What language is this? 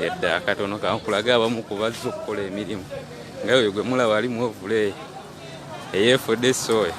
Ganda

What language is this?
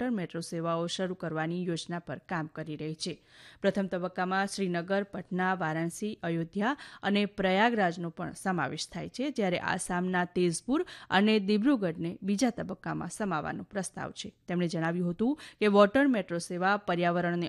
Gujarati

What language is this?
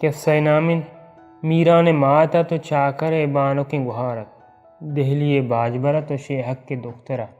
Baluchi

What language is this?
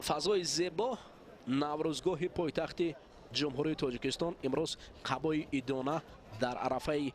Tajik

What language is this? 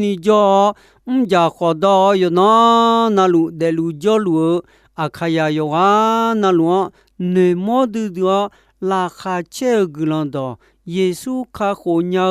Akha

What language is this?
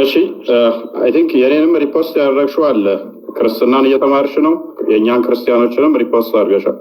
Amharic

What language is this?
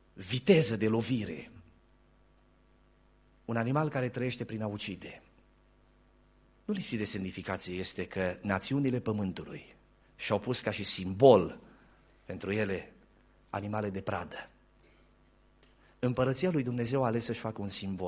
Romanian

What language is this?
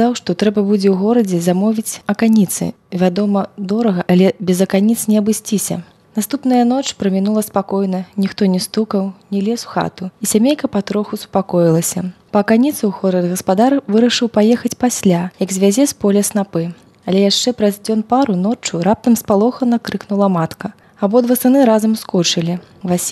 Belarusian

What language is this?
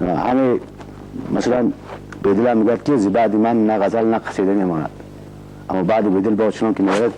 Tajik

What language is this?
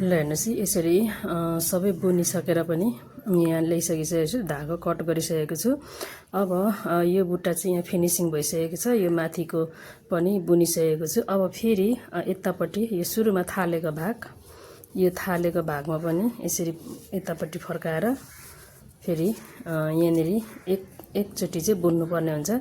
Nepali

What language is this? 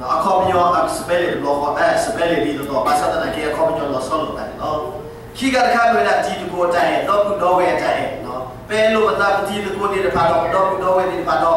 S'gaw Karen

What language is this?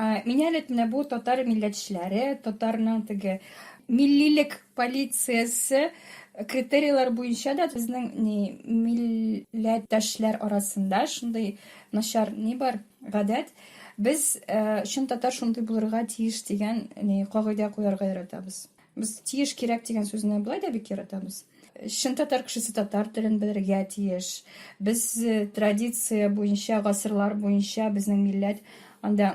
Tatar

